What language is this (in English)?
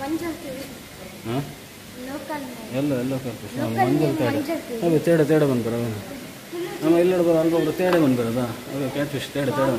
Tulu